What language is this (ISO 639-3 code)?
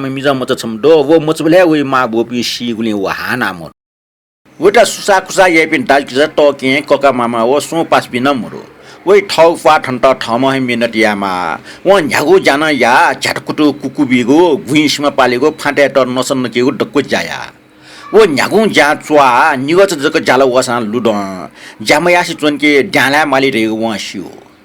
new